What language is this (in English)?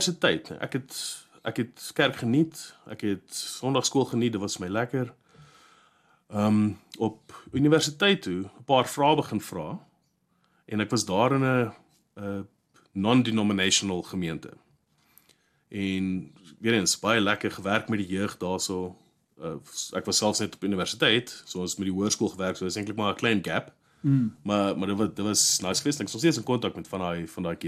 Afrikaans